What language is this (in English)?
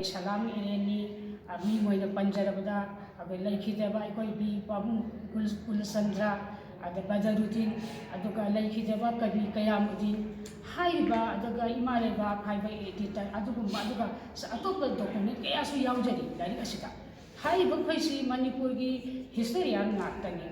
Manipuri